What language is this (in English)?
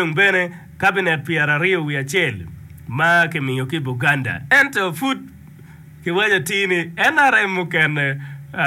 Acoli